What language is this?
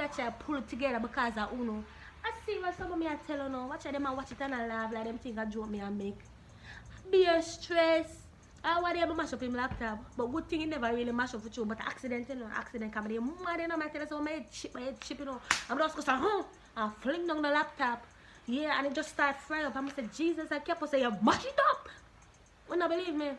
Jamaican Creole English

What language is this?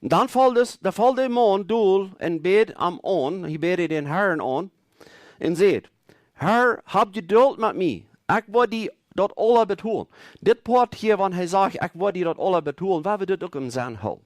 Plautdietsch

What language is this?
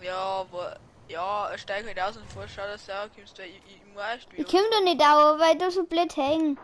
Bavarian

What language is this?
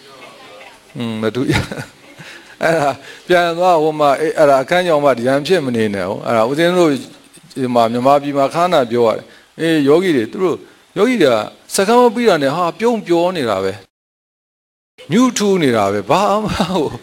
Burmese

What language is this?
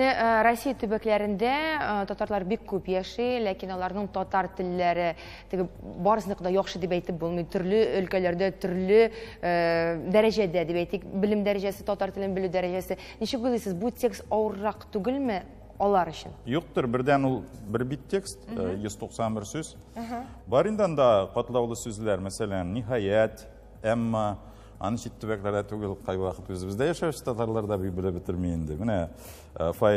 Tatar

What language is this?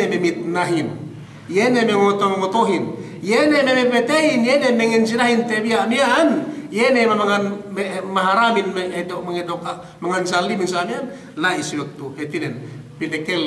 Yakan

